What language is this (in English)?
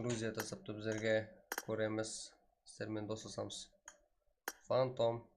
Kara-Kalpak